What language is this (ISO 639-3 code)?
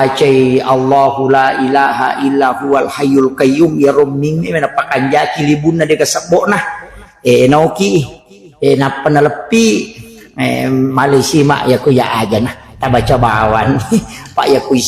bug